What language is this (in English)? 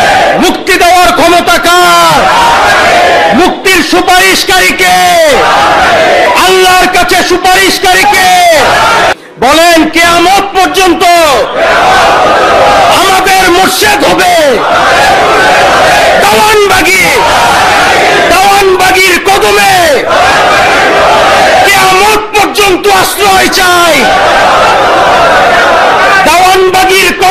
Bangla